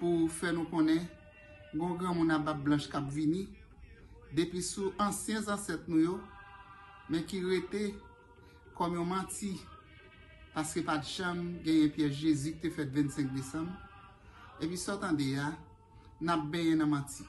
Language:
Haitian Creole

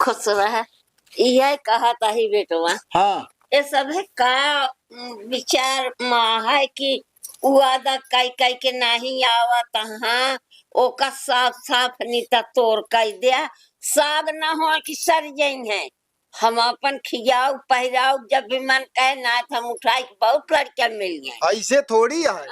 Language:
Awadhi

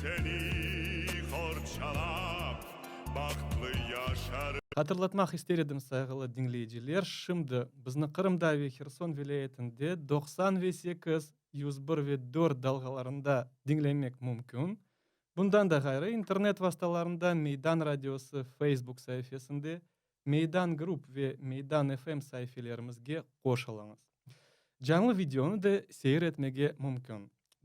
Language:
Crimean Tatar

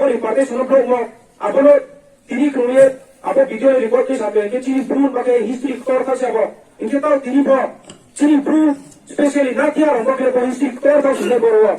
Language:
Riang (India)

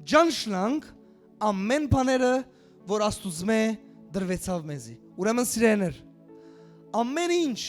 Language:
Western Armenian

